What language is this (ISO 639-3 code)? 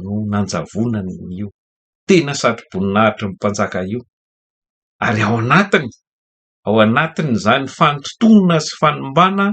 mlg